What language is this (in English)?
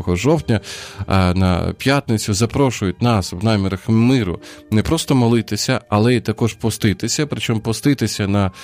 Ukrainian